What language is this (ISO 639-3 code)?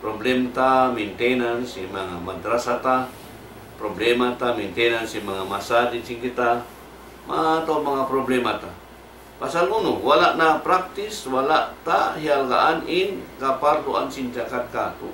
tsg